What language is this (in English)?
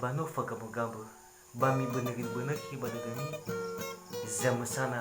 Nias